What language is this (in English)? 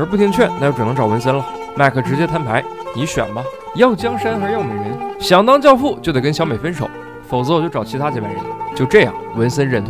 Chinese